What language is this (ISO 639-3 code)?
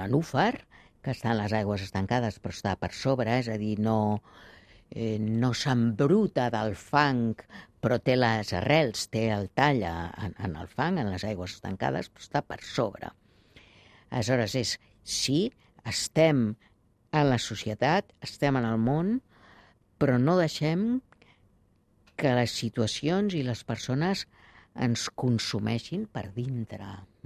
cat